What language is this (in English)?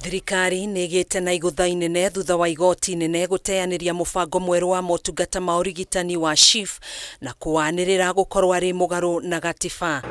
Kikuyu